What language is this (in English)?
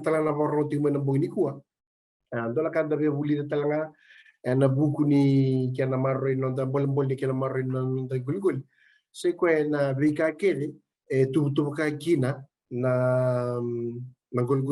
Fijian